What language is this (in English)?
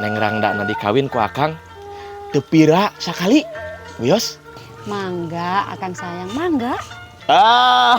Sundanese